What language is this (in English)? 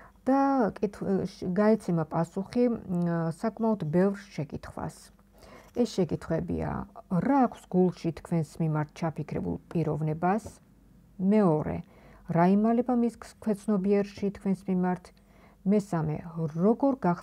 Georgian